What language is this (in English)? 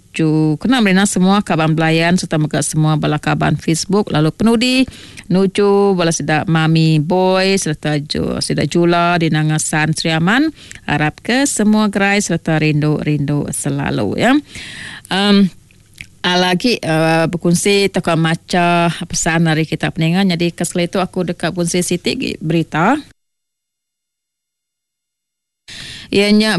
Iban